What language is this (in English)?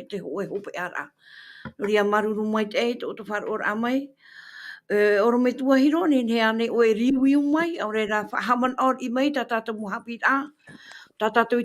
Tahitian